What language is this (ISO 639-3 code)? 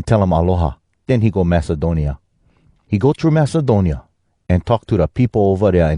hwc